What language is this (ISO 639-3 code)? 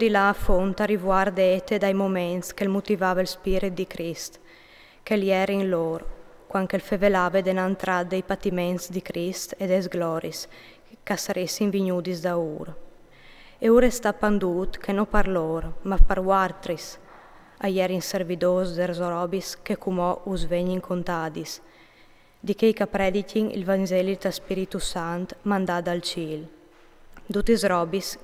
fur